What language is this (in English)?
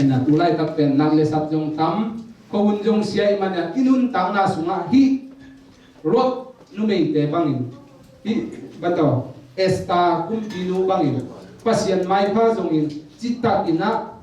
Tedim Chin